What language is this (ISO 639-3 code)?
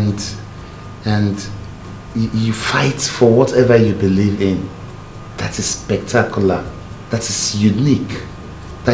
pcm